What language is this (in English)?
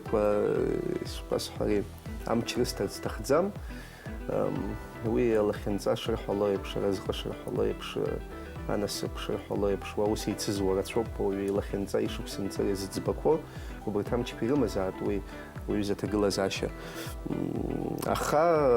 Abkhazian